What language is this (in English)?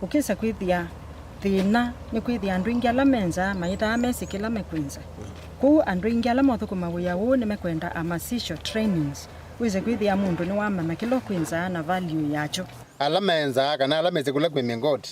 Kamba